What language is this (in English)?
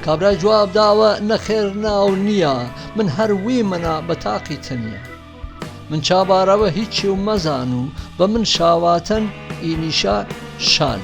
Gurani